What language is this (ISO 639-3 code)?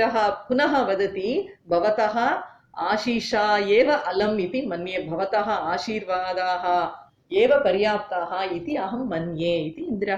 san